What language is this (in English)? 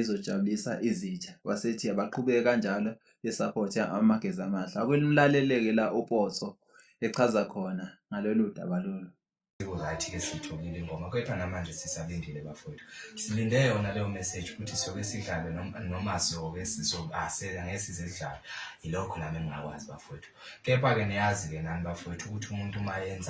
Zulu